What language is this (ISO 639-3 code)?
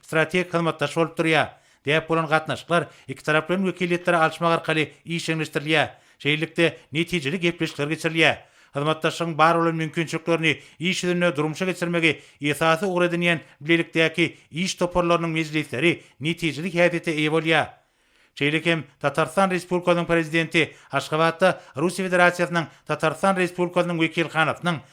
tuk